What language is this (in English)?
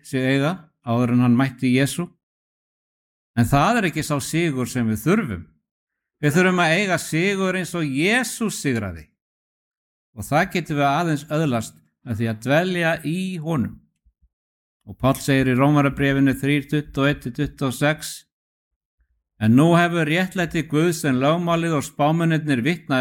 Icelandic